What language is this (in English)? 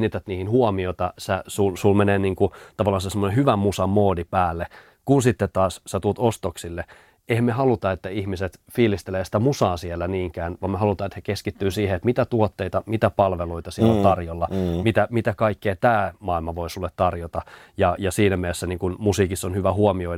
Finnish